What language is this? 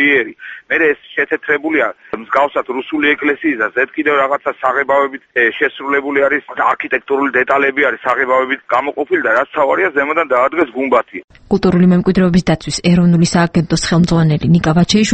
Georgian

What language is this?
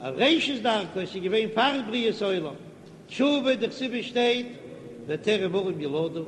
Yiddish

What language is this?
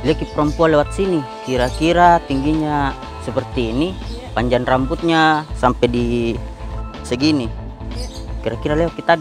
Makassar Malay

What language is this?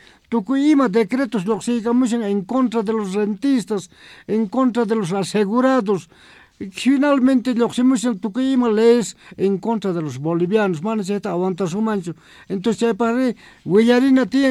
Quechua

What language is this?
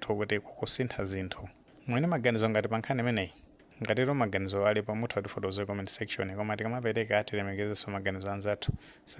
Nyanja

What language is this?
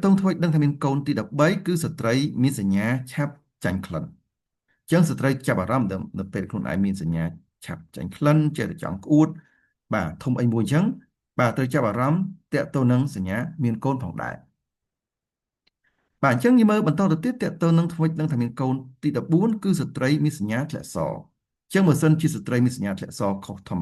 Khmer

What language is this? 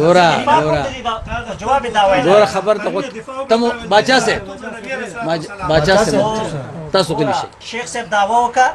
Pashto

